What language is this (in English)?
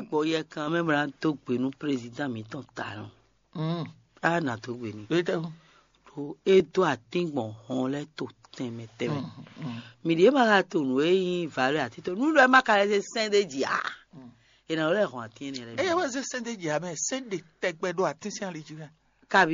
Fon